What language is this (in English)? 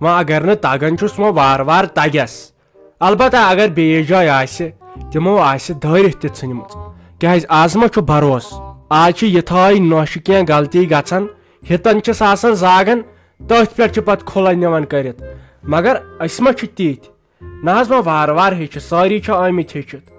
Kashmiri